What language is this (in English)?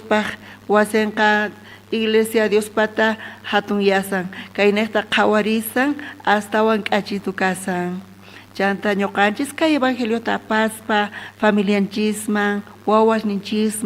South Bolivian Quechua